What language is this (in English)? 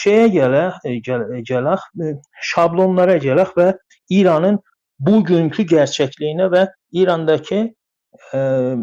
South Azerbaijani